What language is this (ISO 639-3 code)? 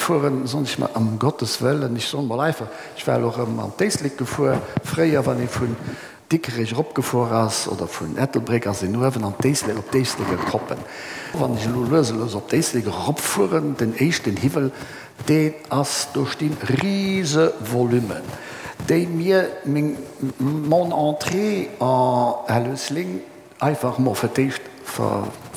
ltz